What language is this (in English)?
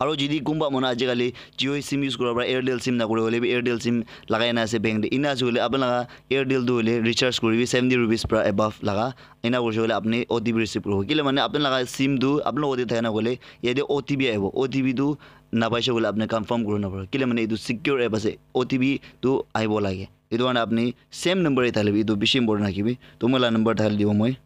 Naga Pidgin